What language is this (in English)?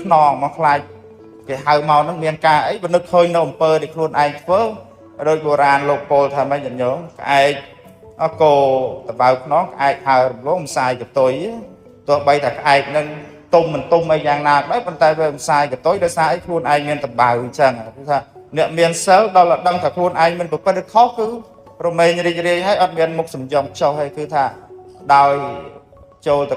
Khmer